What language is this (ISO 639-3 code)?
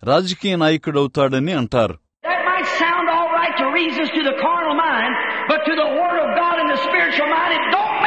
tel